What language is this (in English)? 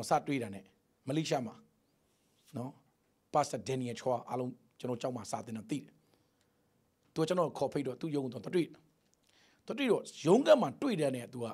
Burmese